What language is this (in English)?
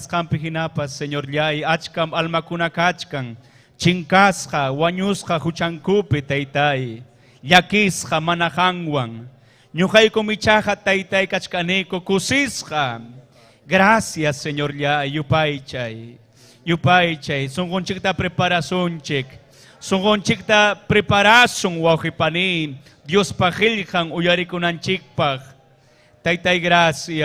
Ayacucho Quechua